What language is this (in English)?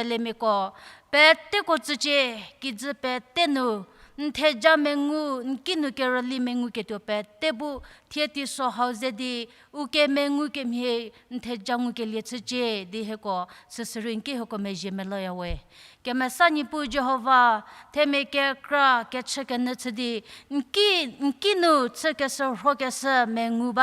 Angami Naga